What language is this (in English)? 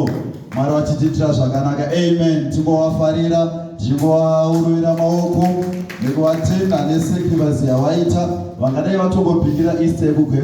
Shona